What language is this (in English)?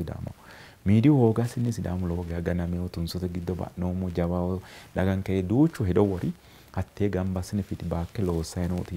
Sidamo